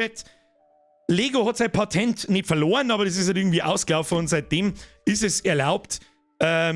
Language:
Bavarian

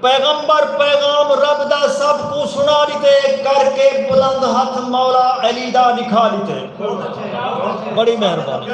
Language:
Saraiki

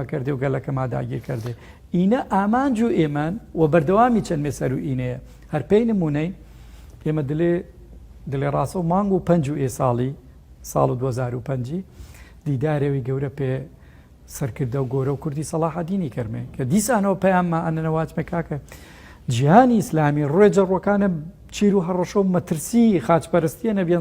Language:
Gurani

